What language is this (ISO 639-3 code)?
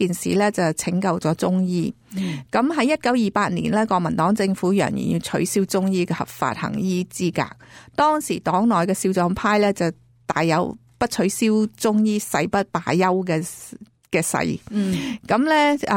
yue